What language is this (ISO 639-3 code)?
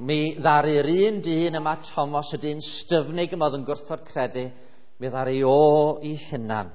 cym